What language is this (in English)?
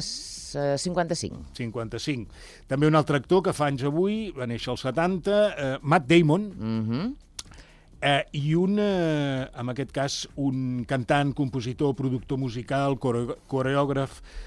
Catalan